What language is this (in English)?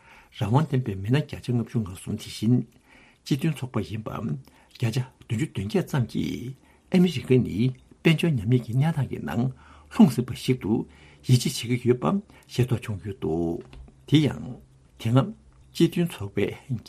Tibetan